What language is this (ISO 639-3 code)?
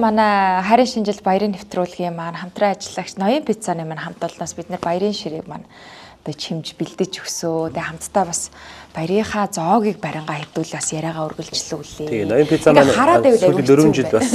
mon